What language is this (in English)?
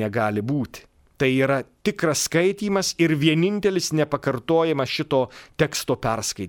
Lithuanian